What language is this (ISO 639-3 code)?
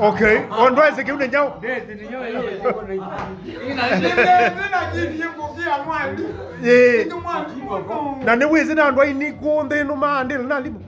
kam